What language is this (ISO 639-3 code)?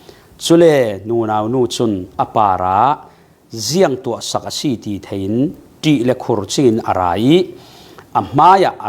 cfm